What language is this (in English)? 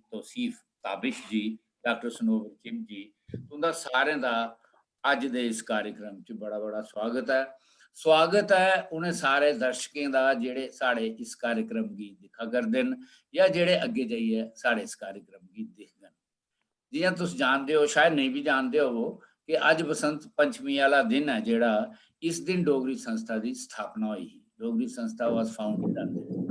Dogri